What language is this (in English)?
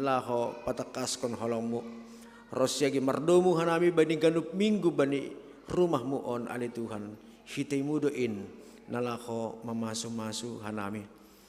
Batak Simalungun